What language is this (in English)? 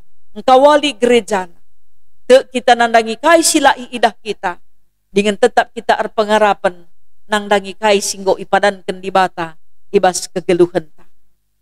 Batak Karo